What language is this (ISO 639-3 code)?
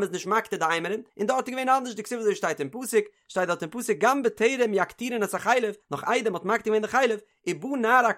yid